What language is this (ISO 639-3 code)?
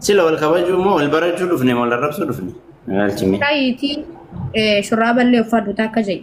orm